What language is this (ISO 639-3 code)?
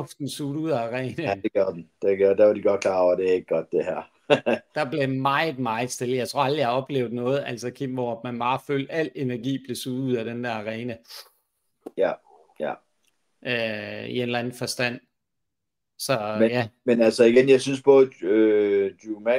dan